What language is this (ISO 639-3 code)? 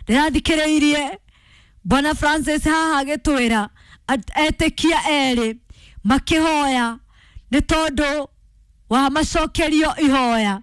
kik